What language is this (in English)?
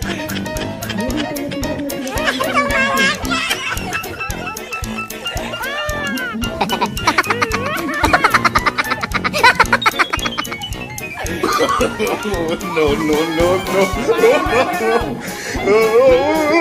Khasi